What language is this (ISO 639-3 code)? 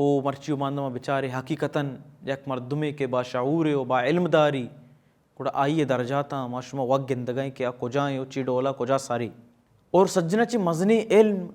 bal